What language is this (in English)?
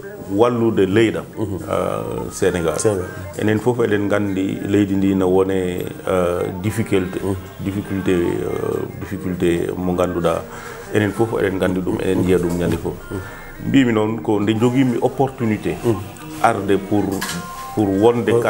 Fula